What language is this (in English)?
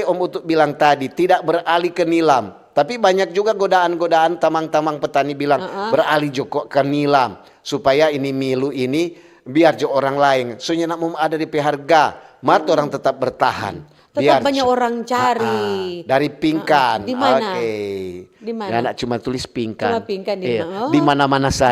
Manado Malay